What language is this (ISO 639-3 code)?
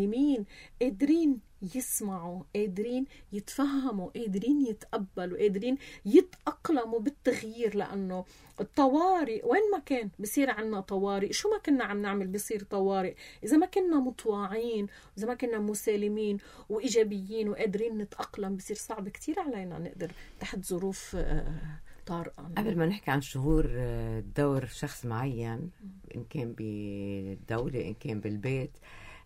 apc